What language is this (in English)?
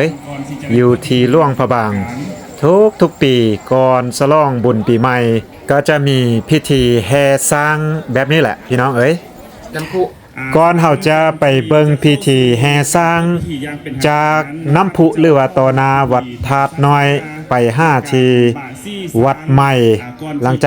Lao